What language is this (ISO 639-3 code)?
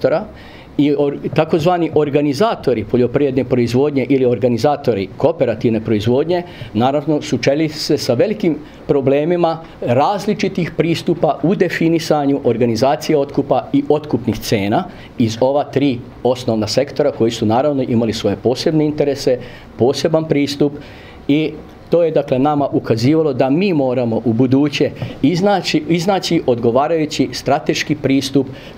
srp